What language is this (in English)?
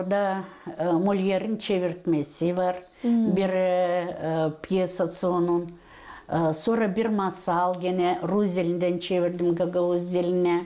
Gagauz